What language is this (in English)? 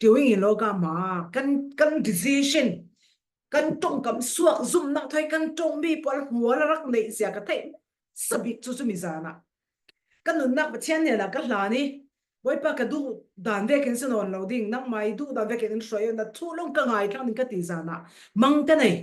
Falam Chin